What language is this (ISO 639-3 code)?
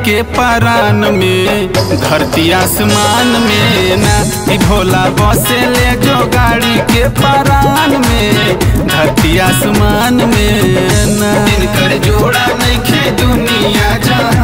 bho